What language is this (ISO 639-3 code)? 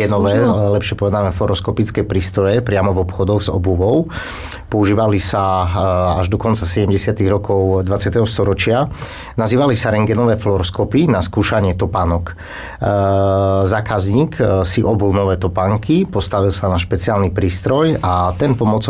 slk